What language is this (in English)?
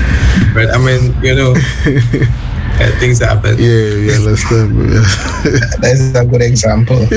English